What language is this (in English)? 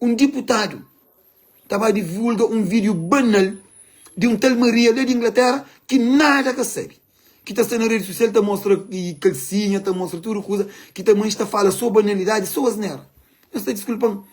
Kabuverdianu